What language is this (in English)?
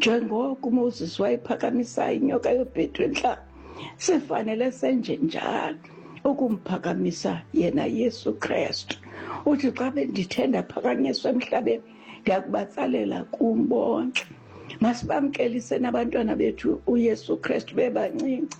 Xhosa